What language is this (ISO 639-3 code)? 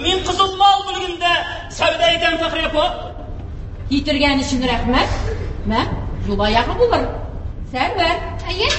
tat